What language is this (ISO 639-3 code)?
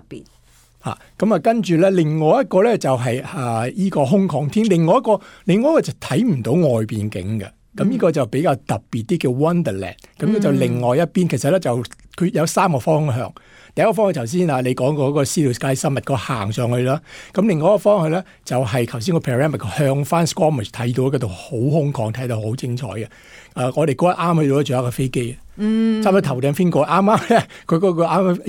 yue